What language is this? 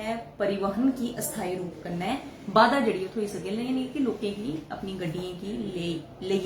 Dogri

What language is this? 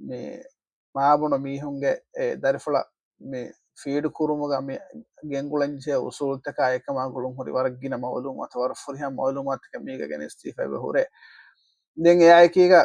Divehi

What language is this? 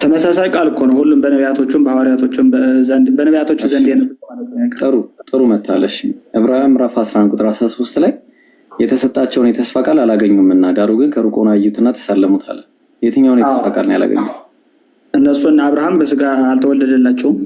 Amharic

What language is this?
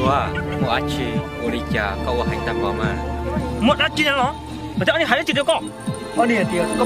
Hmong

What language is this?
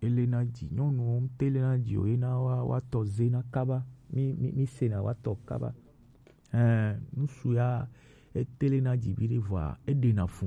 Gen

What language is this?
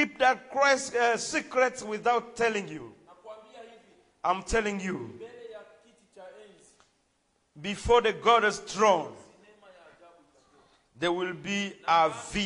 Swahili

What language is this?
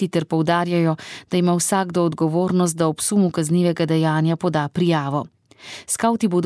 Slovenian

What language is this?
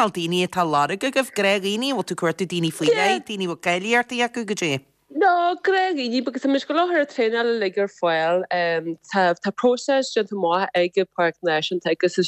Irish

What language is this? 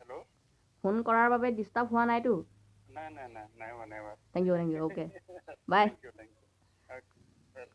Assamese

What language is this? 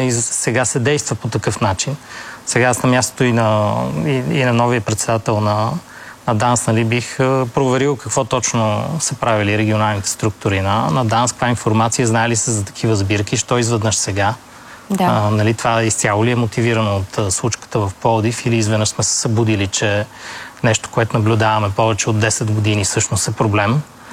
Bulgarian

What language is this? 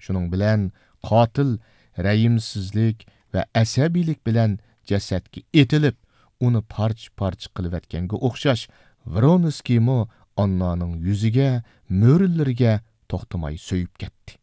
Uyghur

